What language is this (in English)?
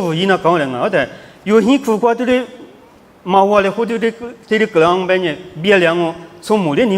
Lisu